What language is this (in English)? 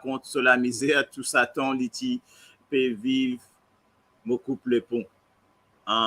Morisyen